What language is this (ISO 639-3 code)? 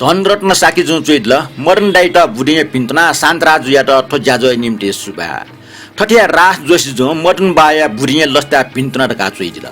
new